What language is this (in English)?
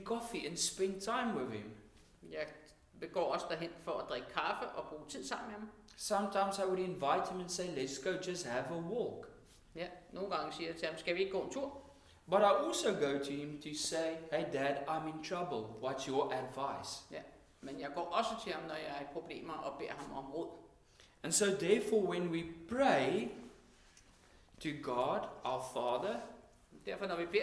Danish